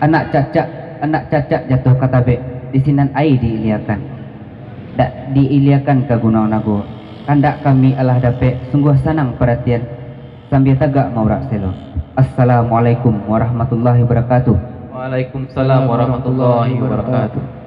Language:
Minangkabau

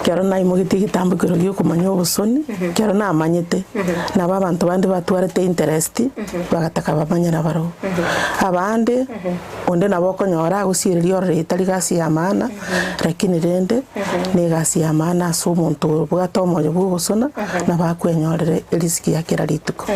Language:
Gusii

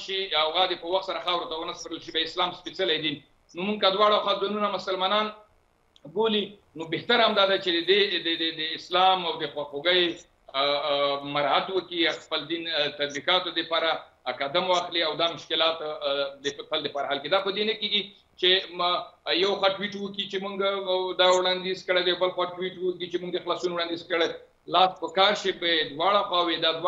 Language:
Pashto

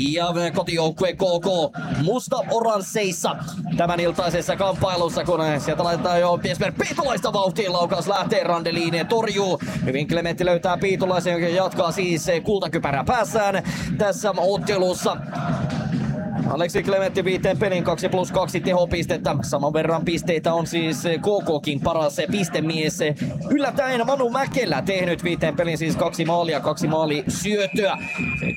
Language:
Finnish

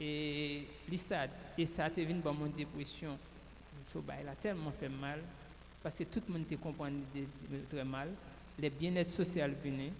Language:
Haitian Creole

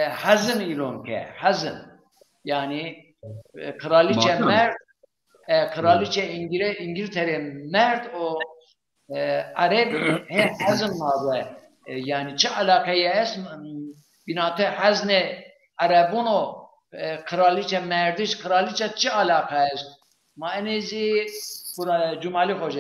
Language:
Zaza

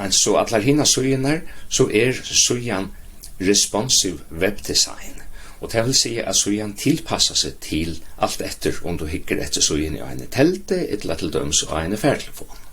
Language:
Faroese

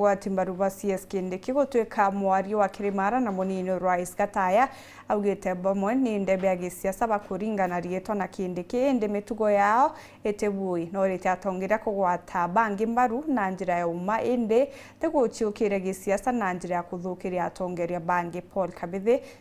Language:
Meru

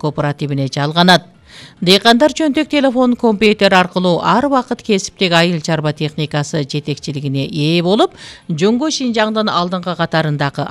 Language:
Kyrgyz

